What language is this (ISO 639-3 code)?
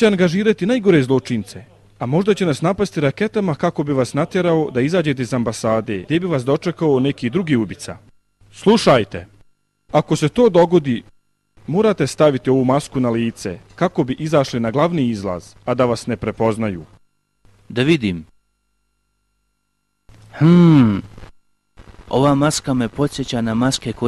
bos